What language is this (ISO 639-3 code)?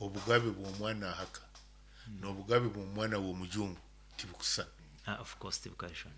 nyo